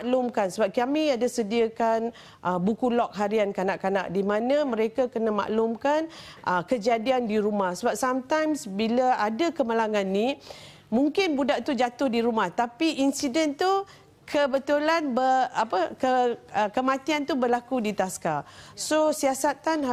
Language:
Malay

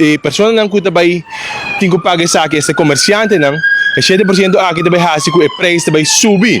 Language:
Papiamento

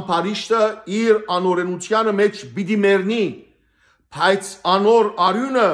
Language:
Western Armenian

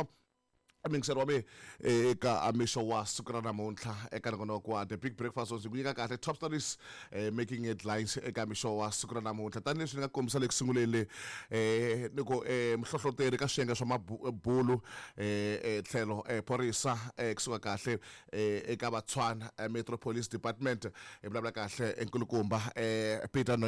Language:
Tsonga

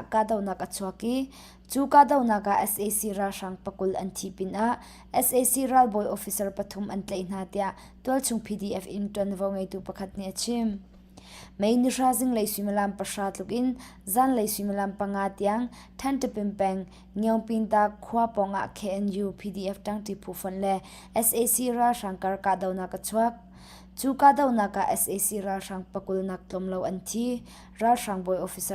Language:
Hakha Chin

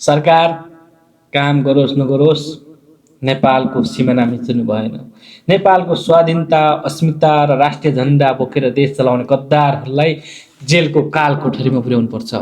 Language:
Nepali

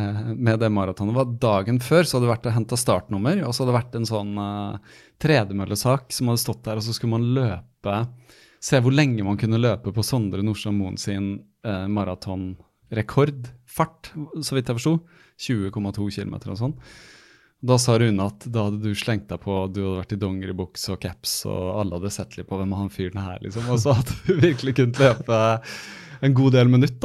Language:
Norwegian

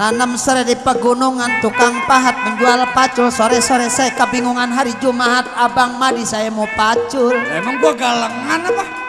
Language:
Betawi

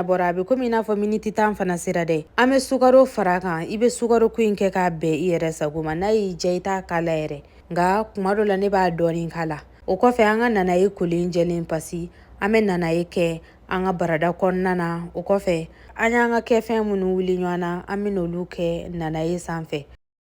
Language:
Bambara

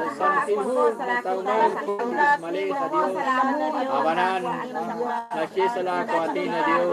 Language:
Kekchí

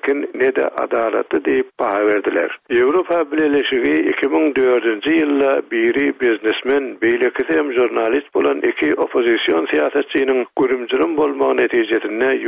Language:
Turkmen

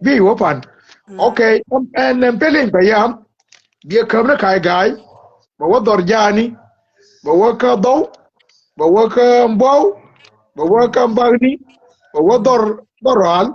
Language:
Nuer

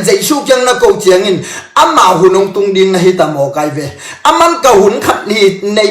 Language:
Tedim Chin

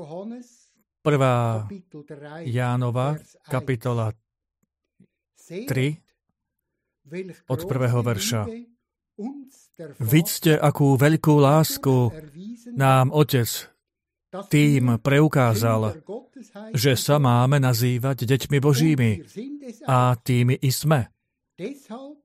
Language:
Slovak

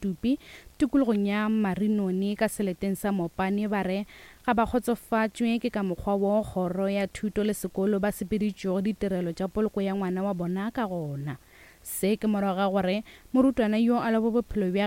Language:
Northern Sotho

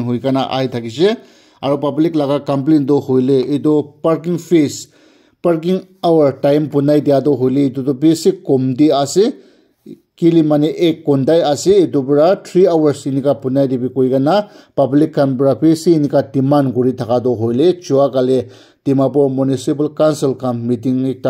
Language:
Naga Pidgin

